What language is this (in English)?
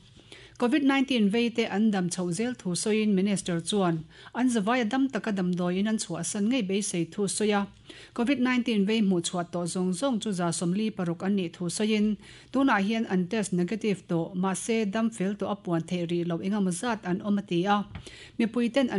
Mizo